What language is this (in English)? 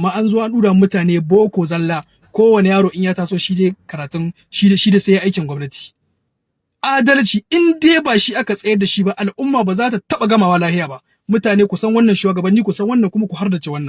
Hausa